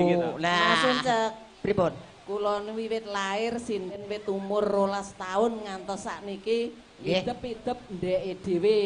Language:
Javanese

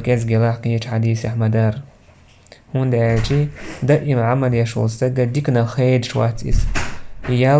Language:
Chechen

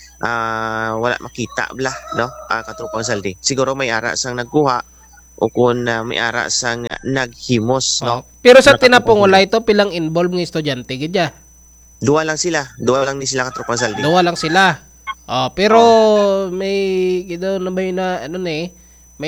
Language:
Hiligaynon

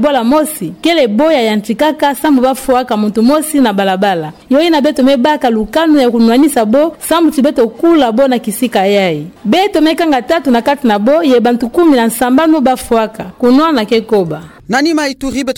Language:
Kituba (Democratic Republic of Congo)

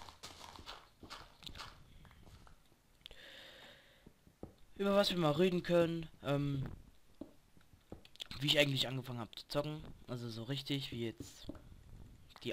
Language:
German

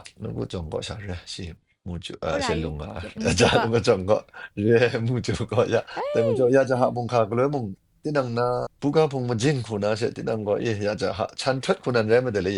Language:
Kachin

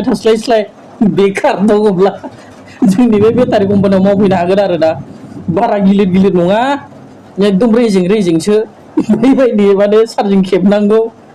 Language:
Bodo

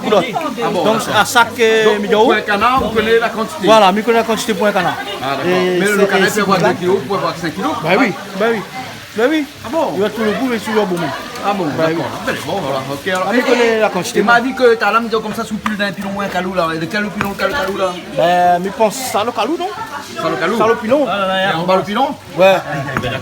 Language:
Réunion Creole French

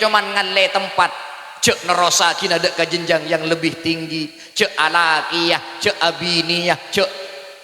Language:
Madurese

